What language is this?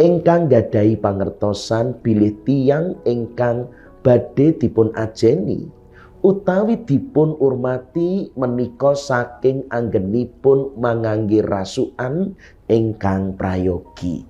Javanese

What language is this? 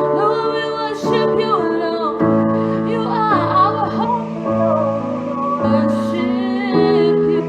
Pohnpeian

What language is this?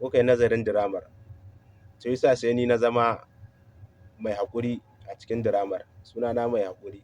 Hausa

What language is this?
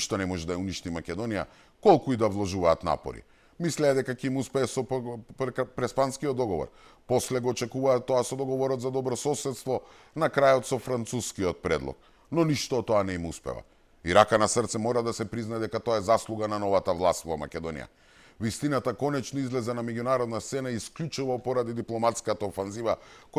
Macedonian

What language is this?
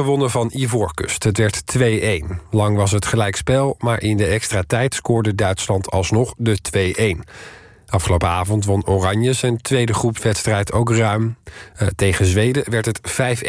Dutch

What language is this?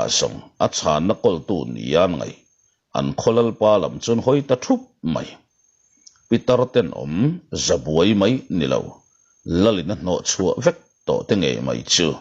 Mizo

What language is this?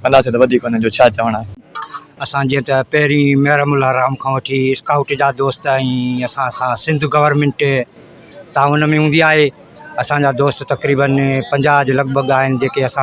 Sindhi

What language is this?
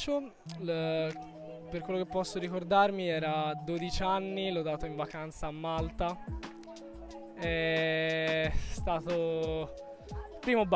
Italian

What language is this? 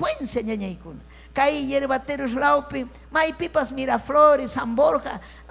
Ayacucho Quechua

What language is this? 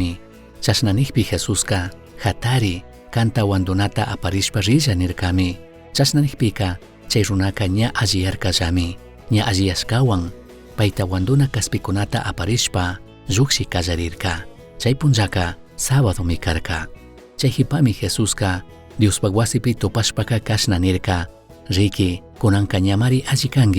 Chimborazo Highland Quichua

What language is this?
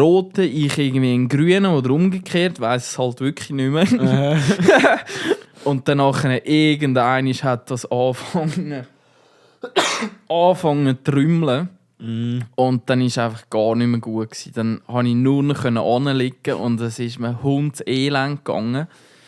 Swiss German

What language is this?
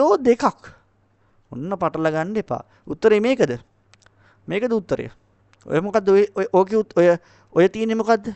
Sinhala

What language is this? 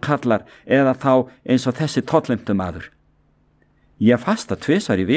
Icelandic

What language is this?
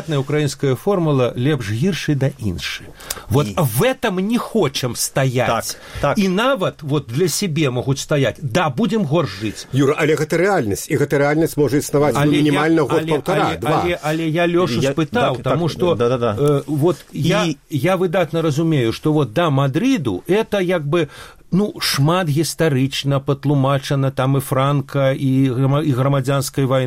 Belarusian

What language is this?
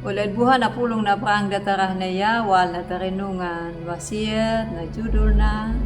Anakalangu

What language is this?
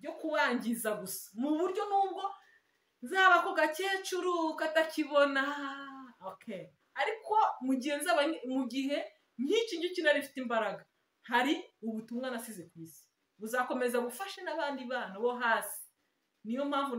Kinyarwanda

